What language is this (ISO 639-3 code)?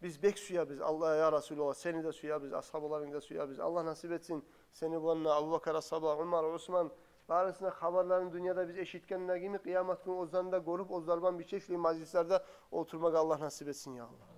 kum